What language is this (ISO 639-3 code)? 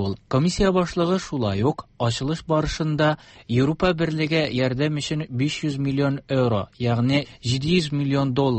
tat